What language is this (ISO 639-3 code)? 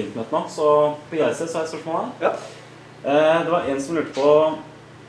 nor